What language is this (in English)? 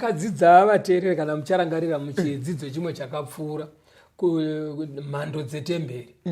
Shona